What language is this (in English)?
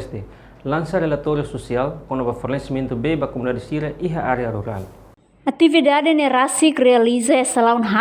Tetum